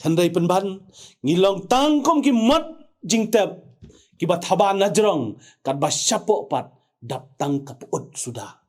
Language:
Khasi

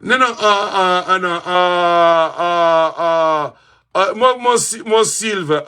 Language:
Kabuverdianu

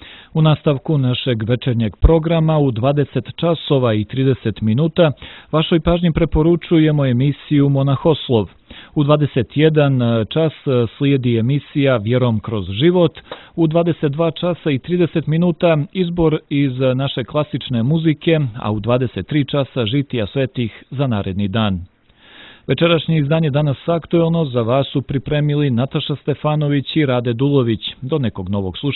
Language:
Serbian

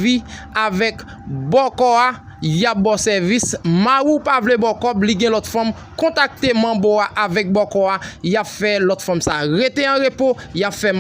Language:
Haitian Creole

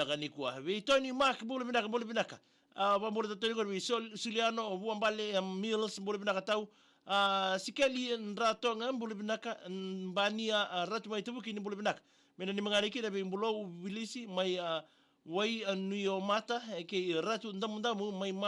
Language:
Fijian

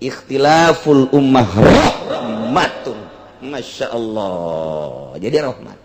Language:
Sundanese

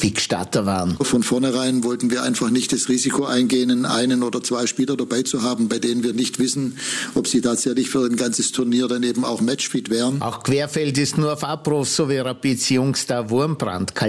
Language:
German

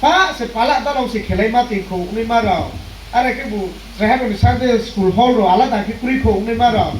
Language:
Riang (India)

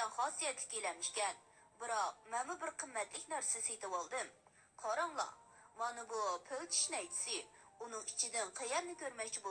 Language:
Uyghur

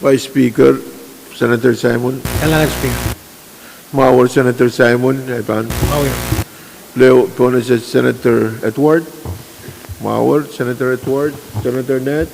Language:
Pohnpeian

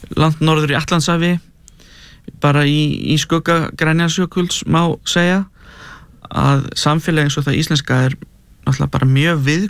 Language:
Icelandic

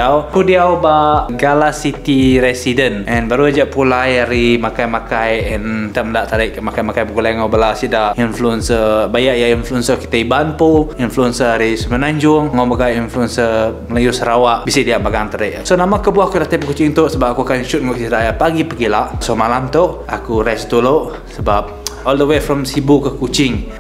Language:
Iban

